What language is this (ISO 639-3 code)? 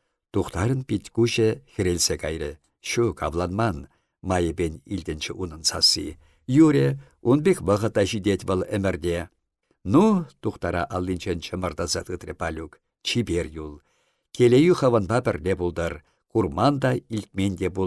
chv